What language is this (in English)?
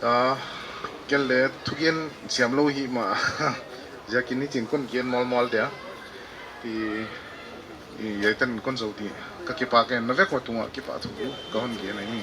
Paite Chin